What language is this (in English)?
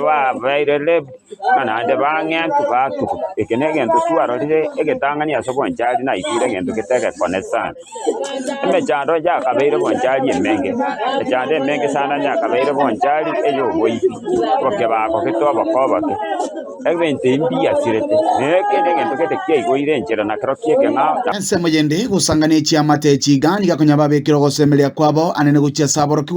Gusii